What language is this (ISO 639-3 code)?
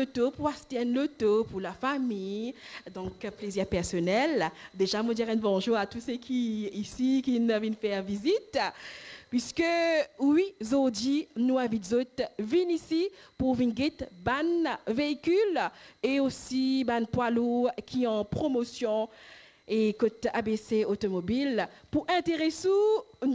mfe